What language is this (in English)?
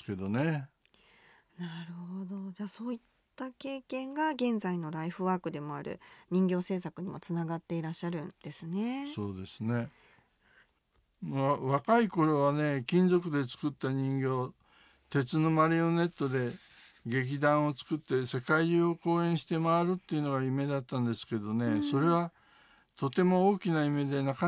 Japanese